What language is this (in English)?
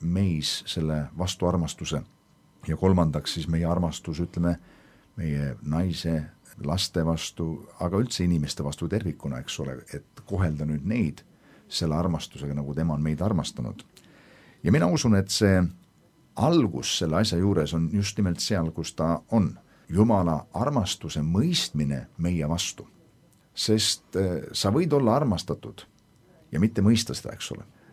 Estonian